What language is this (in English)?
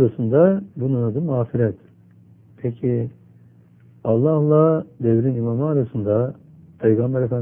Turkish